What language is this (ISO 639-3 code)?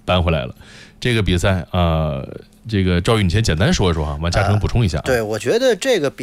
zho